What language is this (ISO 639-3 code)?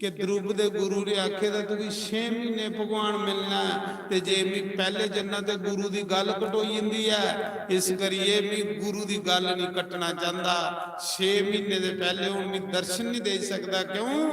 doi